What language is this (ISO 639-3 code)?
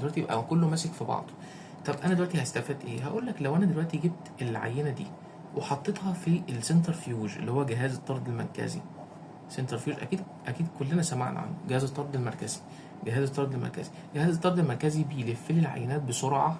arz